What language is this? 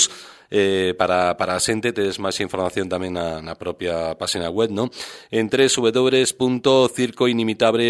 Galician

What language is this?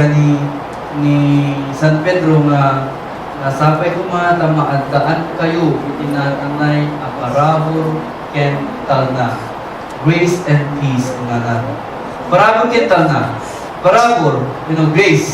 Iloko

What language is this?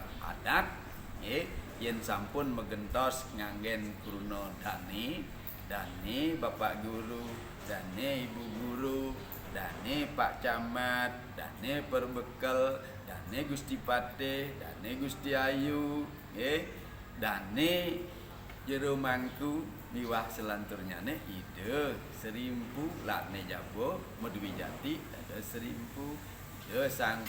Balinese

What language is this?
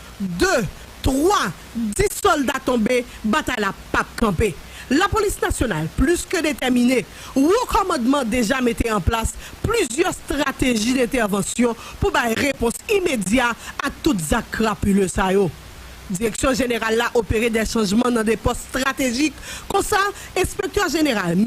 Haitian Creole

